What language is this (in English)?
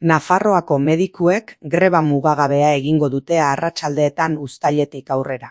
Basque